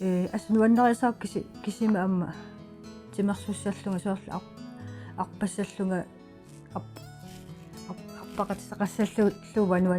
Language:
Kalaallisut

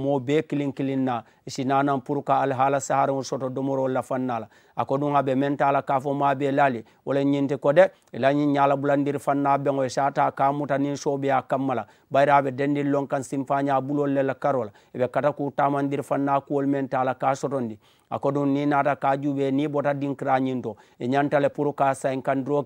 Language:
Mandingo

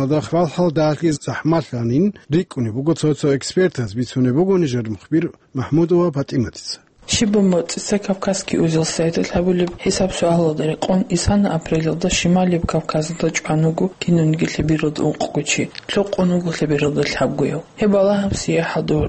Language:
Avaric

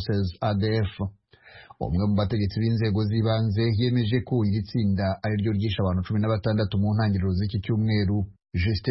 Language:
Kinyarwanda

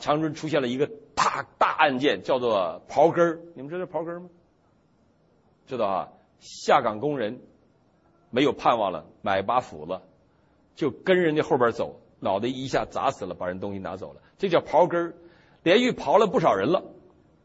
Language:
Chinese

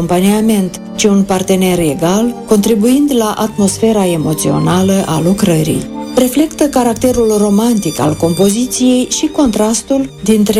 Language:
Romanian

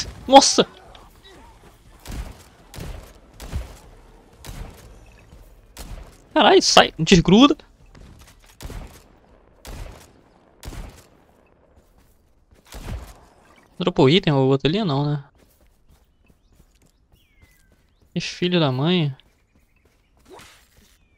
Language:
Portuguese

